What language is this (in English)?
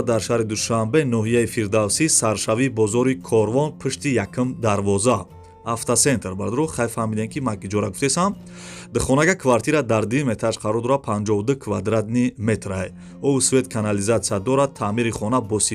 Tajik